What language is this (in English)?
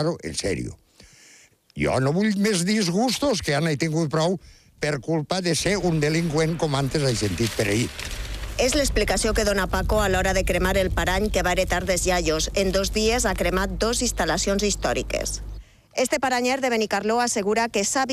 Catalan